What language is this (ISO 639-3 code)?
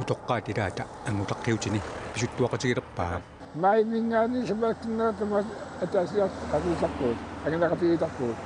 kal